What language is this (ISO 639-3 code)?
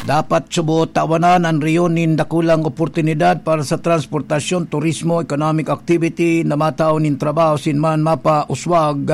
bik